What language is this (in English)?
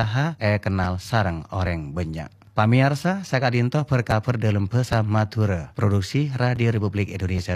Madurese